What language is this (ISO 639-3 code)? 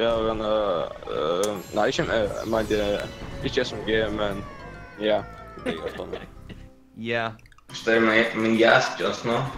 fao